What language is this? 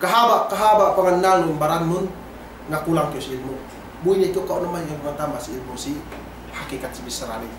Yakan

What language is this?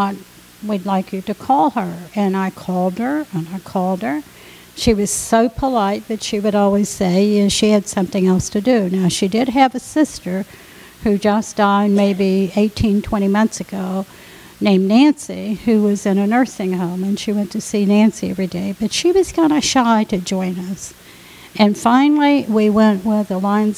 English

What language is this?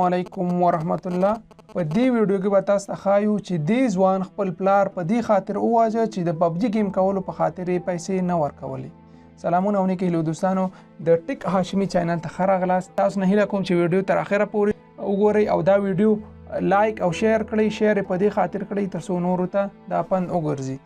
Pashto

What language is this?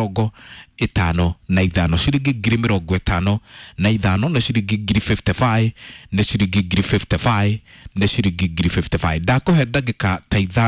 Kikuyu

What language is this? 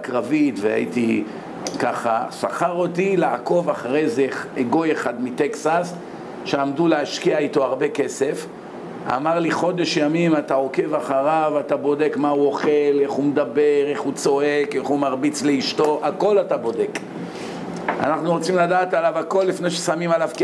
Hebrew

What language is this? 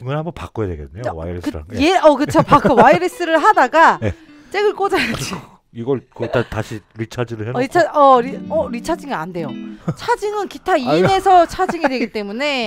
Korean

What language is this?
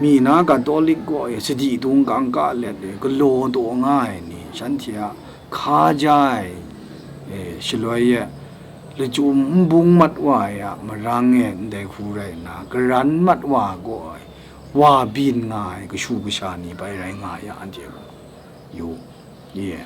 Kachin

